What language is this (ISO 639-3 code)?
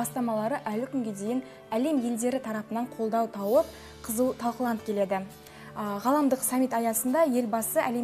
kaz